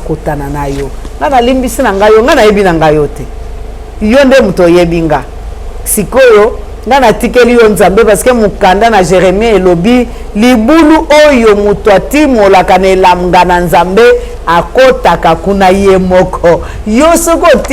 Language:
Lingala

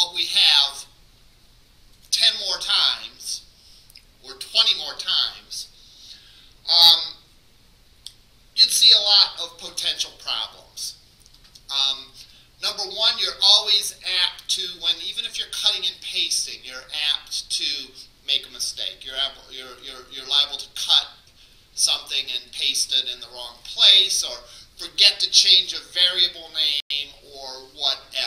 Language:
English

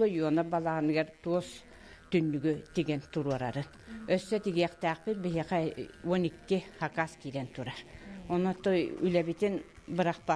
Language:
Yakut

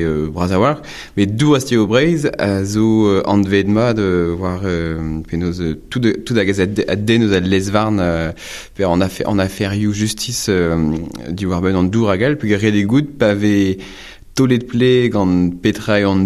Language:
Breton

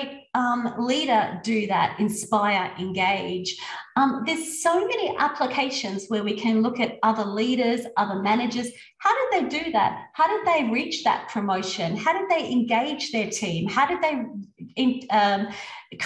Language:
English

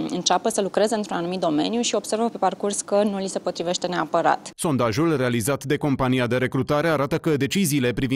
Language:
Romanian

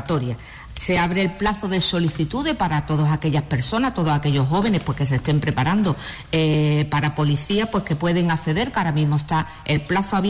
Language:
Spanish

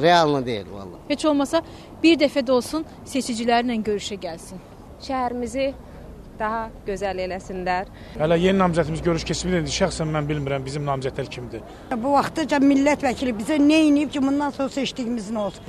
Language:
Azerbaijani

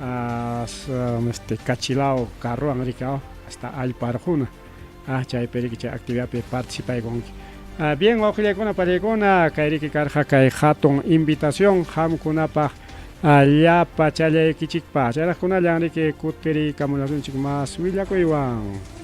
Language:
Ayacucho Quechua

